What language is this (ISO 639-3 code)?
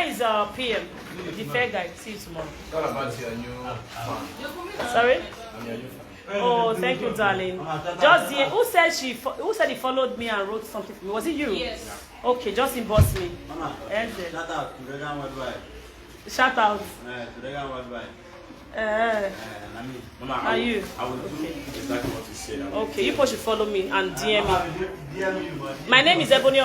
pcm